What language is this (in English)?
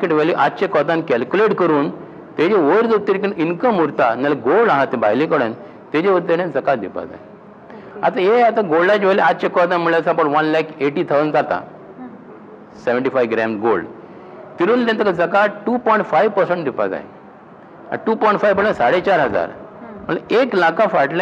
Konkani